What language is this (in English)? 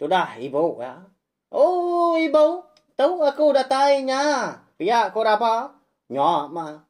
Iban